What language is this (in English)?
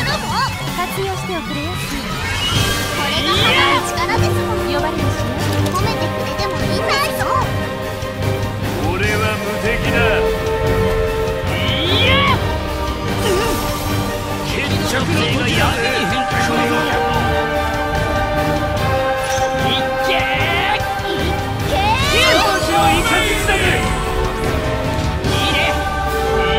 Japanese